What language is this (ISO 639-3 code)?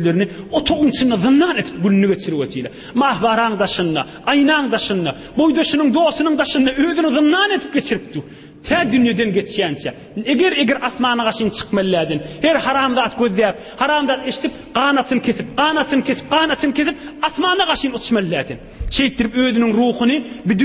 tuk